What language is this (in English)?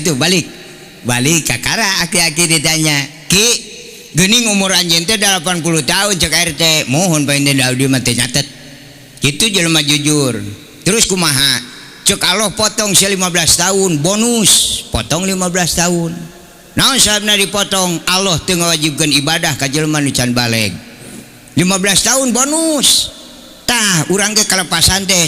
Sundanese